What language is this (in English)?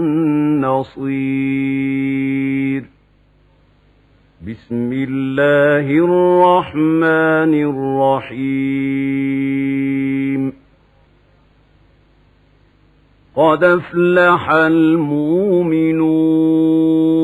Arabic